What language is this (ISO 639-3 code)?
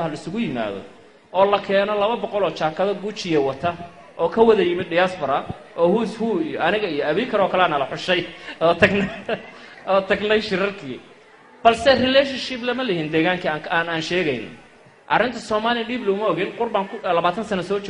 som